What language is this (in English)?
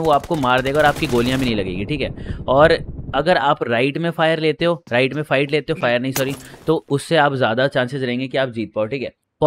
Hindi